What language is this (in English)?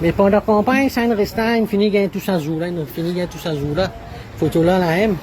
Morisyen